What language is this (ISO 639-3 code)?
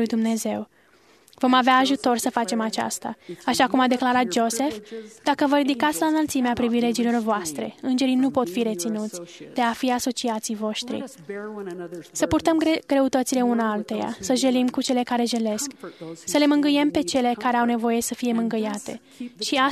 ron